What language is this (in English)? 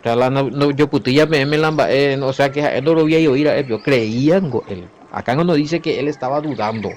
Guarani